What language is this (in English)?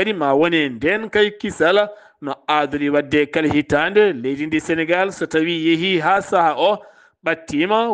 Fula